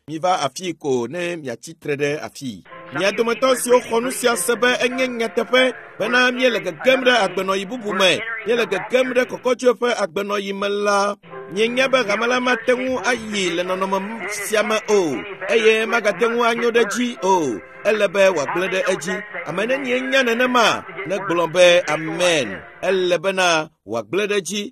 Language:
Ewe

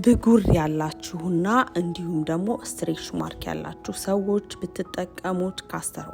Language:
Amharic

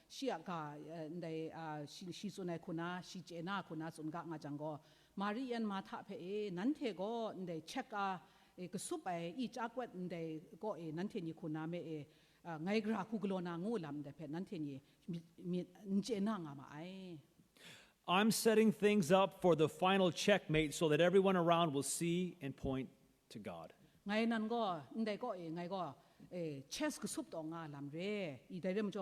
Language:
Kachin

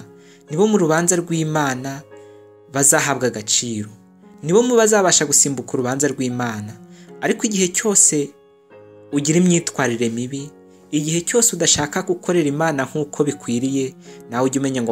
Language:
Kinyarwanda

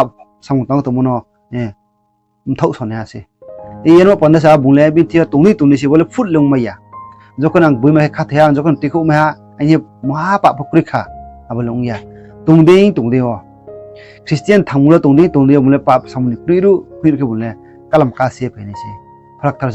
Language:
Riang (India)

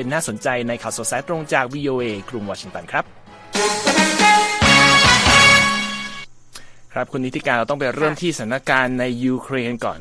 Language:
Thai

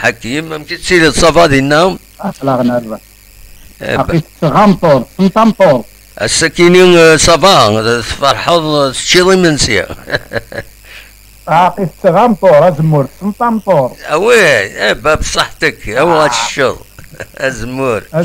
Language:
Kabyle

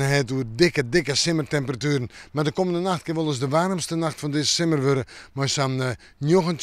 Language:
Western Frisian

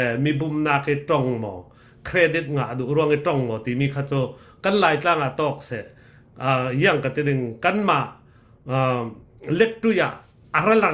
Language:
Falam Chin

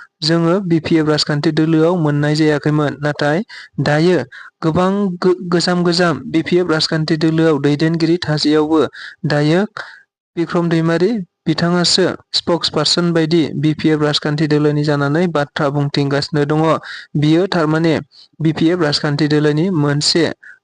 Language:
Bodo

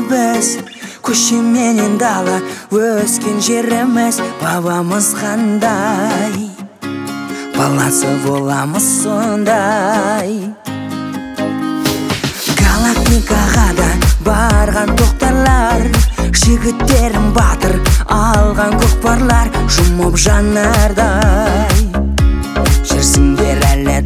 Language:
Kazakh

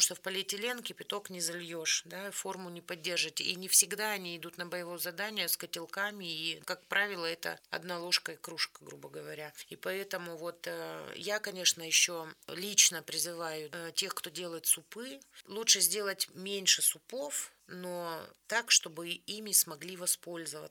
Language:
Russian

